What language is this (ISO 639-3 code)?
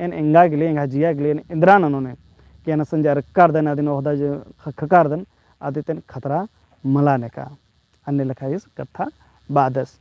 kru